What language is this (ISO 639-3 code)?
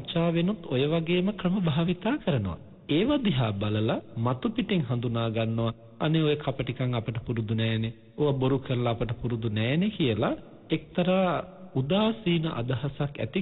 sin